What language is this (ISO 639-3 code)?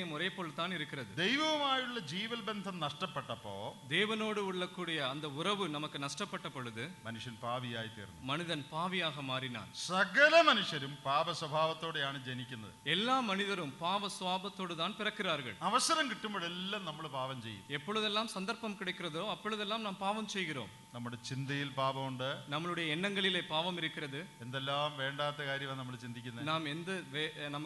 mal